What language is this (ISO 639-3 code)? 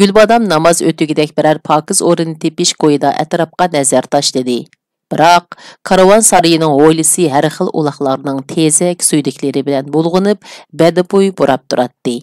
uig